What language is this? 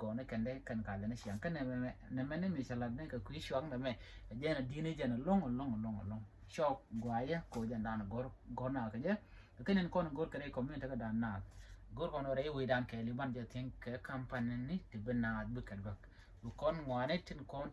Nuer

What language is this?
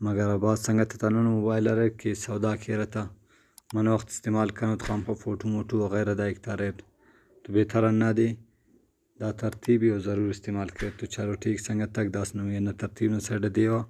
Brahui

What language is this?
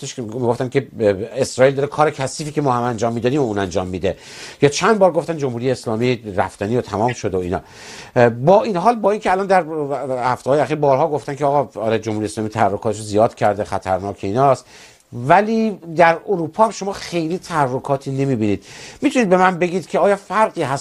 Persian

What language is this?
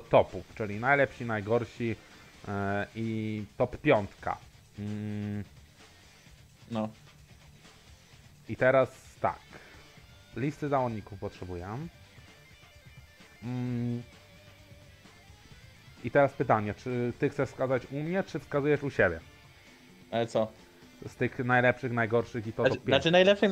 Polish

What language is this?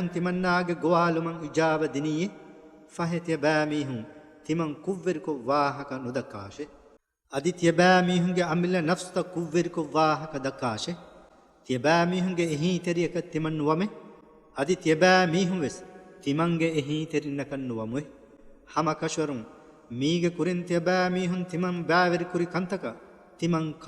Divehi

